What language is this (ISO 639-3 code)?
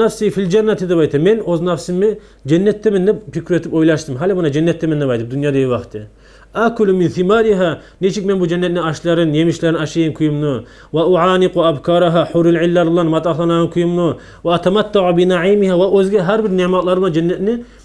kum